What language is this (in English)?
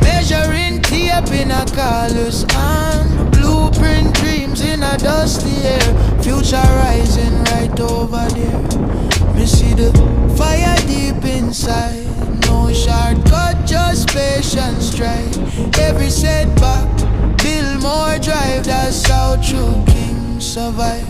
Jamaican Creole English